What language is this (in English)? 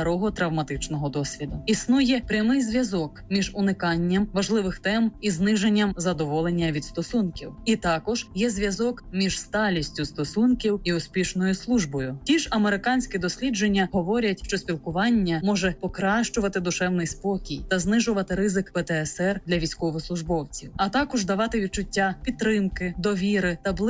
Ukrainian